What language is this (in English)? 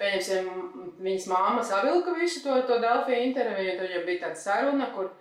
Latvian